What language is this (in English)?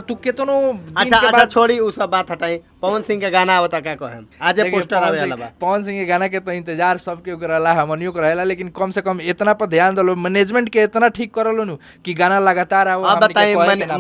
Bhojpuri